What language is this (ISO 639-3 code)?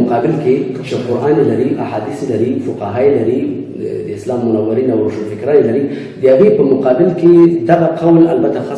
pus